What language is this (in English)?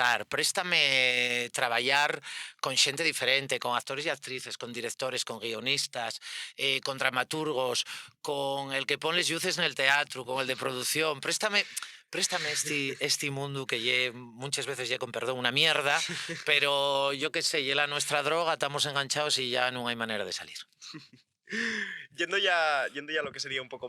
Asturian